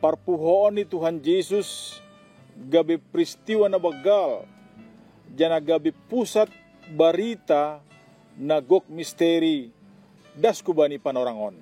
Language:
Batak Simalungun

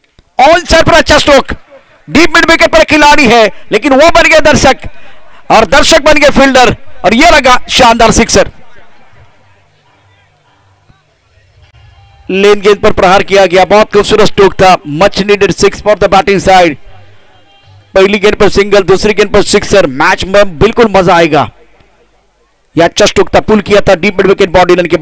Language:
Hindi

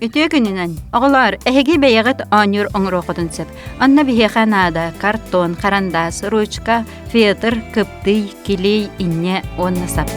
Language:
Yakut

